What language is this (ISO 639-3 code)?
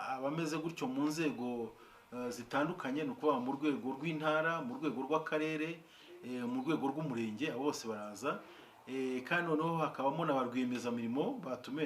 kin